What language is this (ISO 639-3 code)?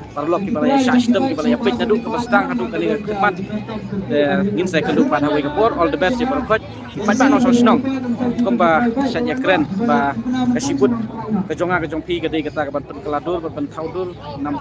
kha